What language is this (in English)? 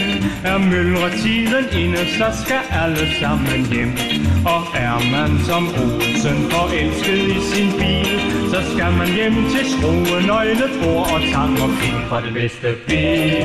Danish